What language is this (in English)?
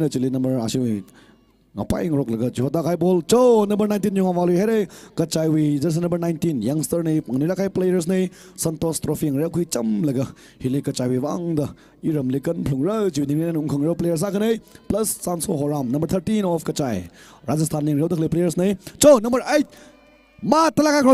Tangkhul Naga (India)